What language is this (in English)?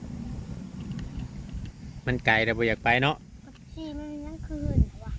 Northeastern Thai